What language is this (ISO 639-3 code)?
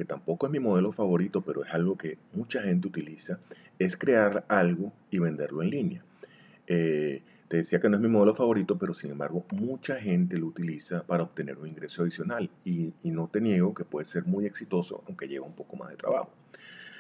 spa